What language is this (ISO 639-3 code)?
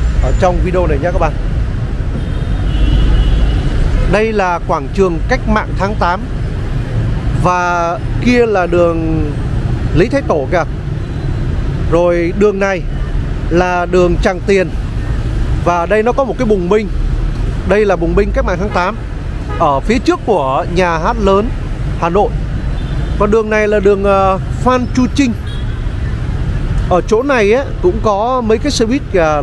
vie